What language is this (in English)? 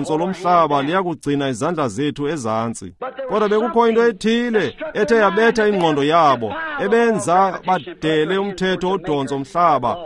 Xhosa